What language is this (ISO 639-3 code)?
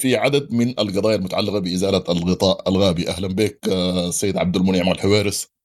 apd